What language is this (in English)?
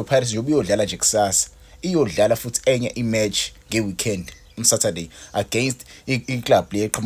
Zulu